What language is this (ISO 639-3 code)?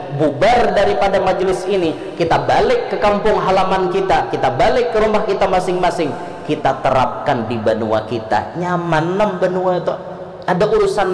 bjn